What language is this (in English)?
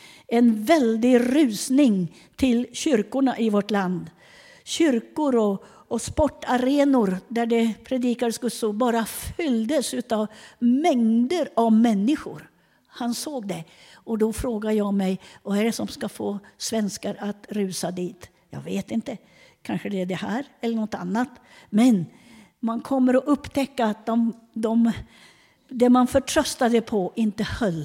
Swedish